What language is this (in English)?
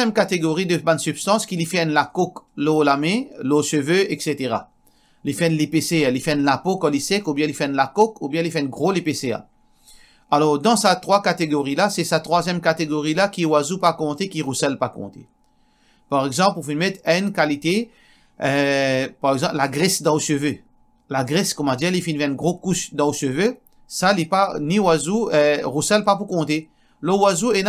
Morisyen